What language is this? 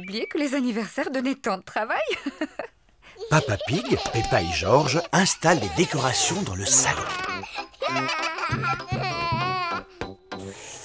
French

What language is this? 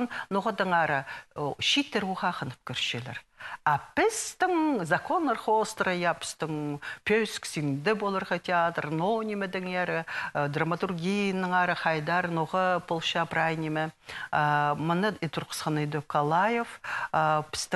Khakas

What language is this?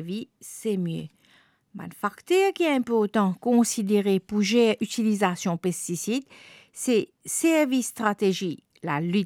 Morisyen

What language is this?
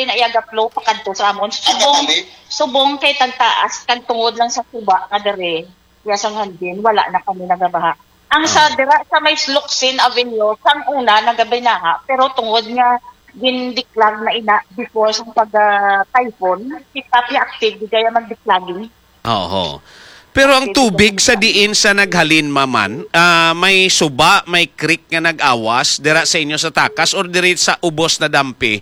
Hiligaynon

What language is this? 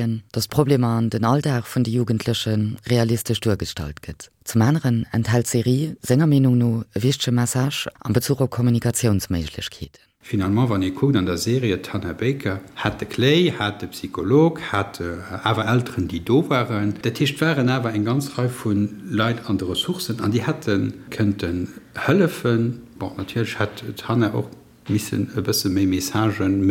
Luxembourgish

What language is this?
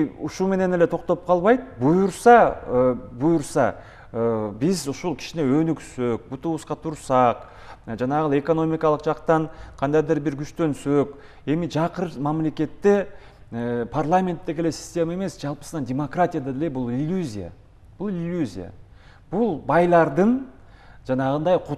Kyrgyz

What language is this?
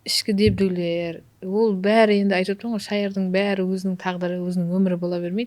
Kara-Kalpak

